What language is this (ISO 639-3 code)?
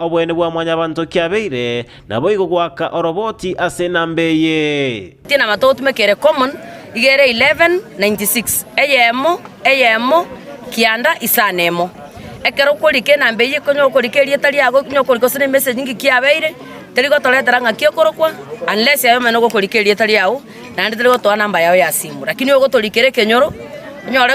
guz